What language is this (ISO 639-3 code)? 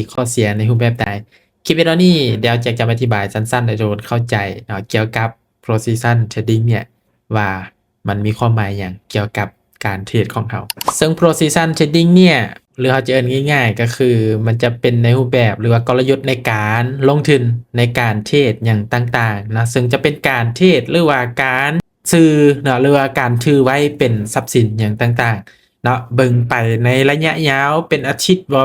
lao